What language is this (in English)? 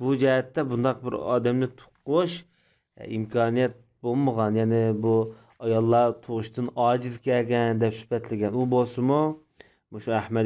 Uyghur